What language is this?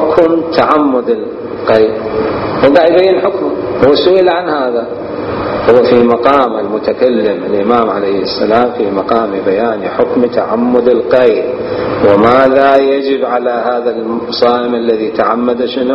Mesopotamian Arabic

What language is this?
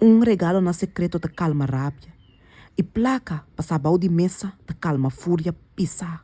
Papiamento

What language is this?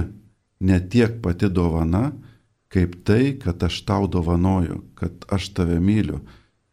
Lithuanian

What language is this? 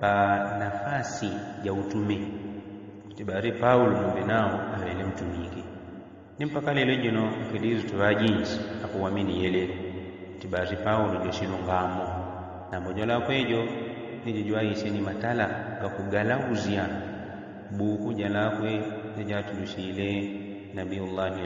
Yao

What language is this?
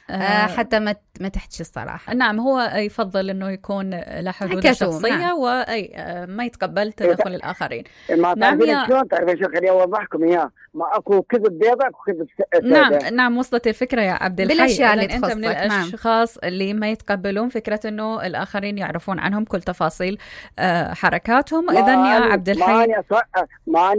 Mesopotamian Arabic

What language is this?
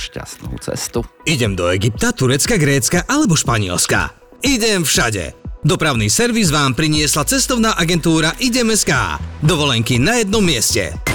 Slovak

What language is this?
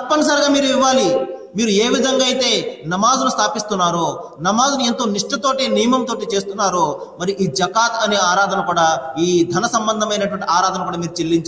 Telugu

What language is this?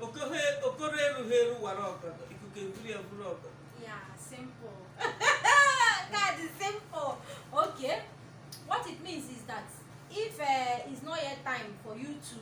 Igbo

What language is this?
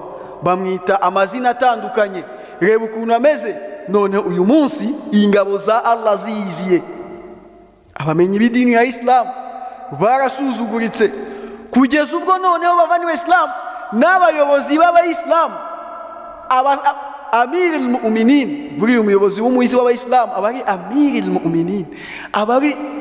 Kinyarwanda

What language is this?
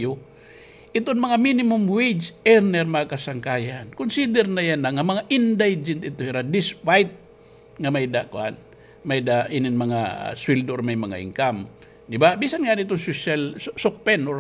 Waray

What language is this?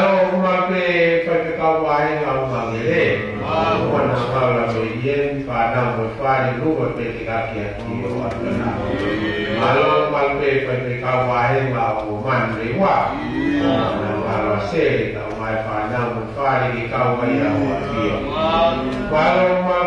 Tongan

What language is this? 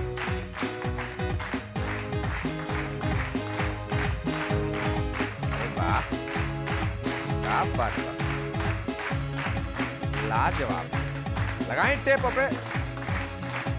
Bhojpuri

